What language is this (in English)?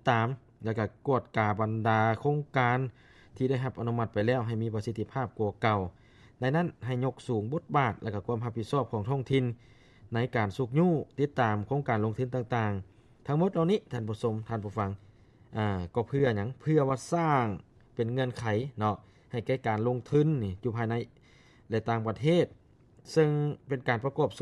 Lao